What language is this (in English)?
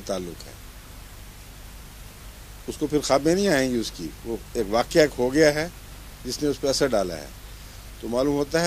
Urdu